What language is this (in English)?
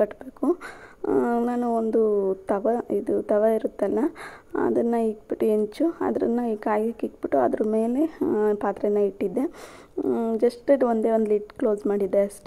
Kannada